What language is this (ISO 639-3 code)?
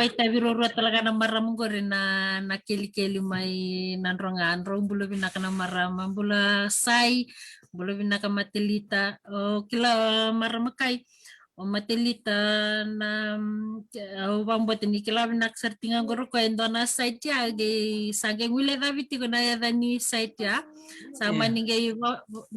fij